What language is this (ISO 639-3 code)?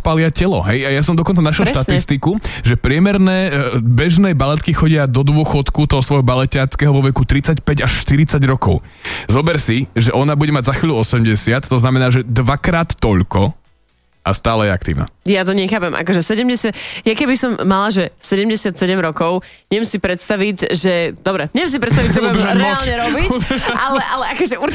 slk